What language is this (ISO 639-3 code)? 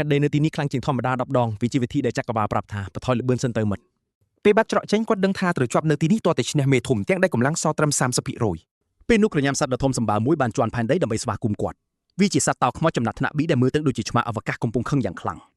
khm